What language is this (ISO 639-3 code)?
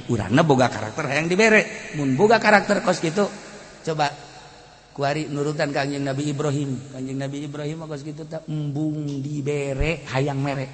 sun